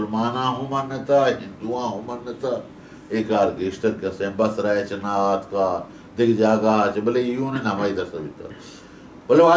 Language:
Baluchi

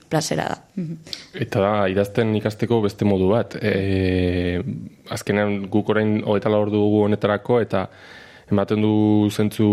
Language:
Basque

